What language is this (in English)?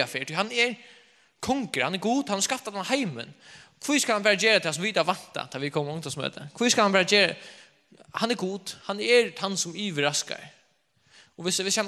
Faroese